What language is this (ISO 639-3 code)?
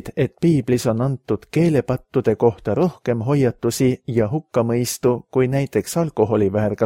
est